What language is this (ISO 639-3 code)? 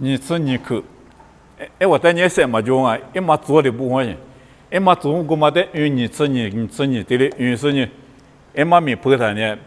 lis